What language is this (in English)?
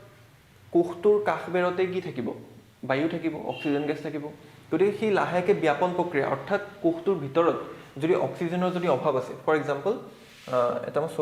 Assamese